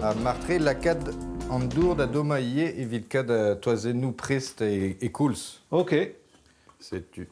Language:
Breton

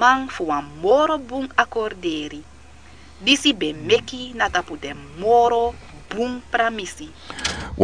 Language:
Sranan Tongo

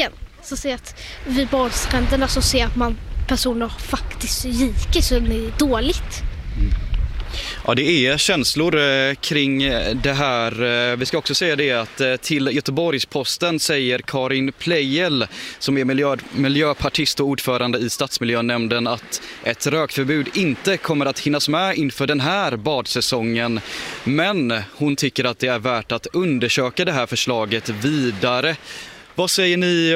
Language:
Swedish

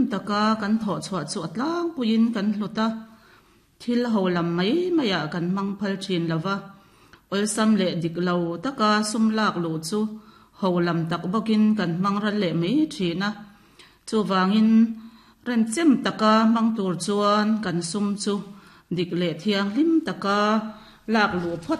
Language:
Mizo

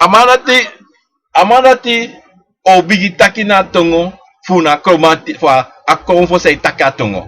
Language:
Sranan Tongo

